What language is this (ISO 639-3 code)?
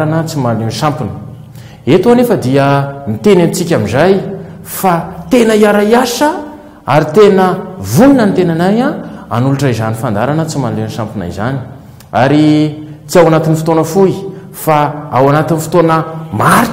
mlg